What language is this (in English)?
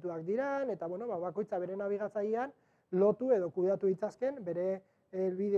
Basque